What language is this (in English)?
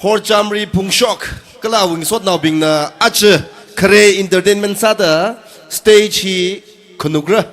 Tangkhul Naga (India)